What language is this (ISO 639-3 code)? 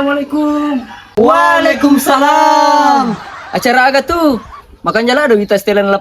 bug